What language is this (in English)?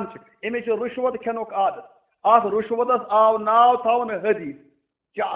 Kashmiri